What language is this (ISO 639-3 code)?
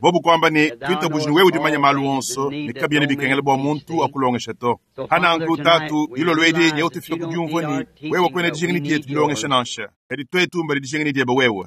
lua